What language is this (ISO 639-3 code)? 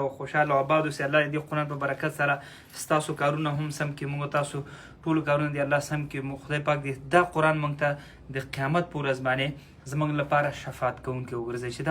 pus